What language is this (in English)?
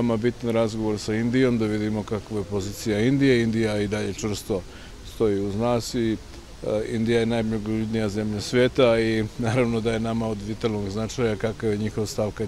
Serbian